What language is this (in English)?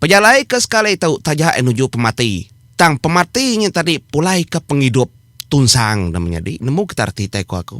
Iban